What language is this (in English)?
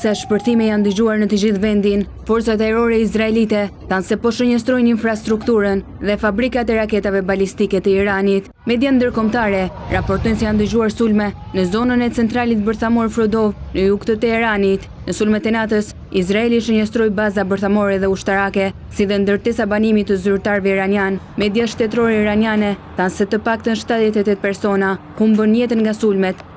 Albanian